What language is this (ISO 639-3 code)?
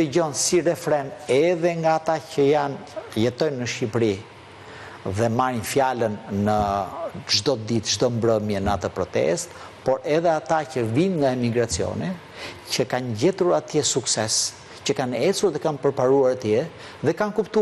sqi